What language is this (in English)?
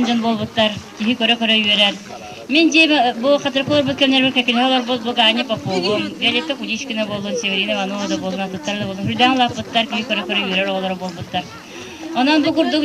Yakut